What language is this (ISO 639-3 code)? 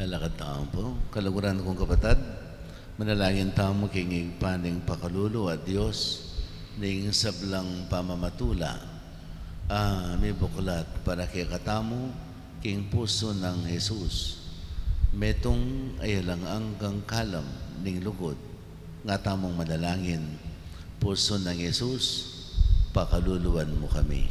pam